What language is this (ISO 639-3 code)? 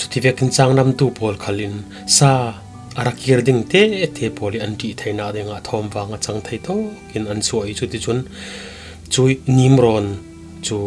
cfm